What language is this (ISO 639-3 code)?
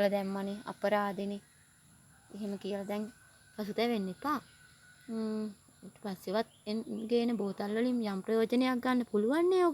sin